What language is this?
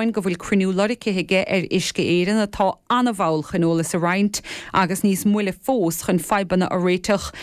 Irish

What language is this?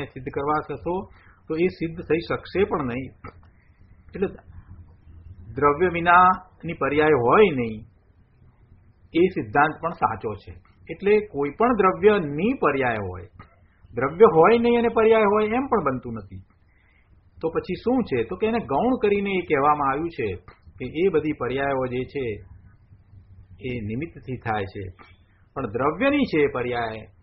Gujarati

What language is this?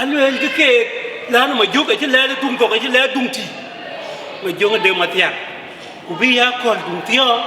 Dinka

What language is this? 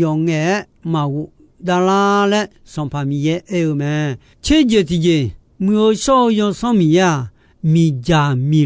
Akha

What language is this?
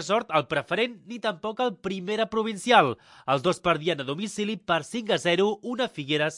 Catalan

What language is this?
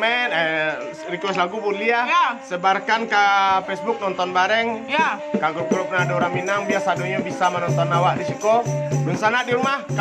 Minangkabau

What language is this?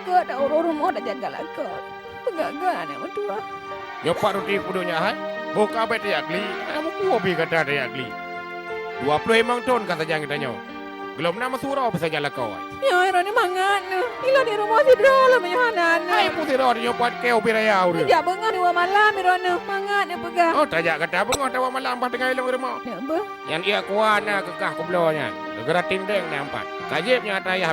Achinese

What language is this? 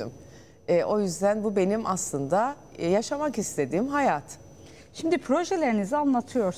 Turkish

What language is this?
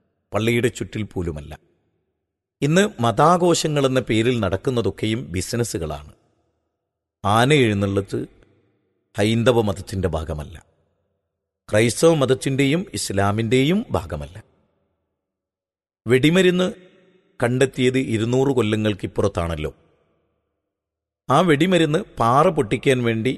Malayalam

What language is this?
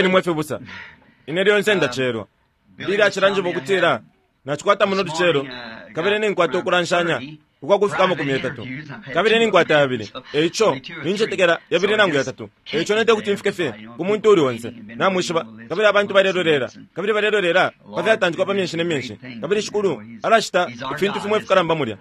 Bemba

